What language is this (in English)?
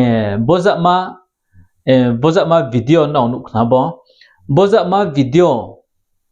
Riang (India)